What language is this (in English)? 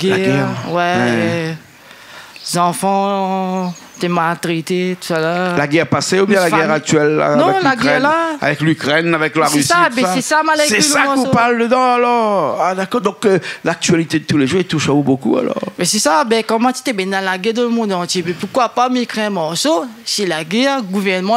Réunion Creole French